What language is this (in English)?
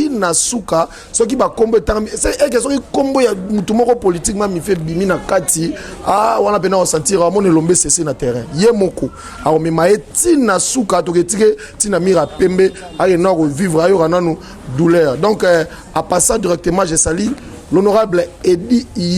Lingala